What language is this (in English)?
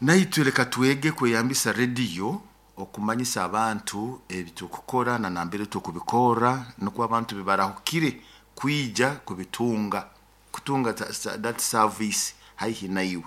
Nyoro